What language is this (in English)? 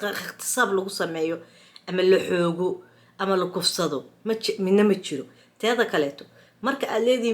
Somali